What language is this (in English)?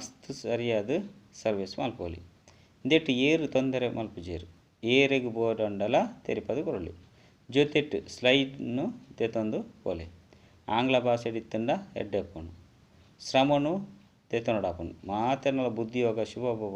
Tulu